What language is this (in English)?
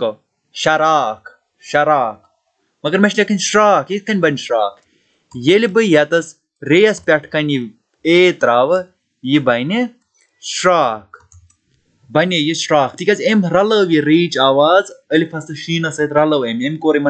Kashmiri